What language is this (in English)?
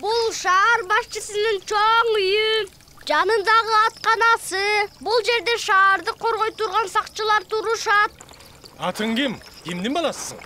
Kyrgyz